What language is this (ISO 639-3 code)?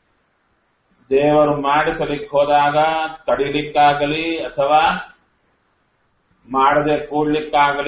kan